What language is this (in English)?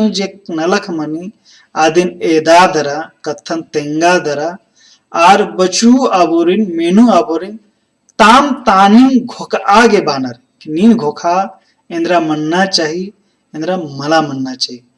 Kurukh